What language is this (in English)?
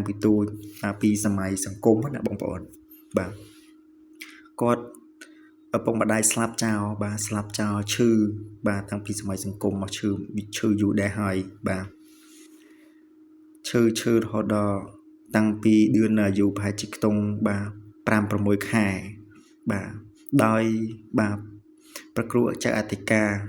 Khmer